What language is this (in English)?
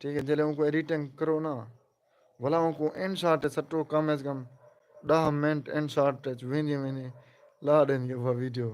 Saraiki